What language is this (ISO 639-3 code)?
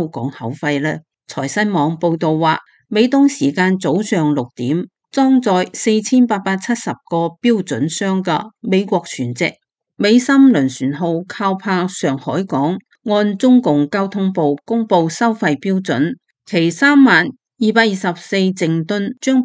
yue